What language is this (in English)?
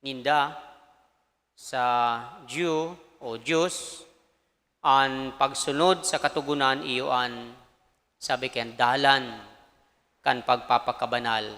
Bikol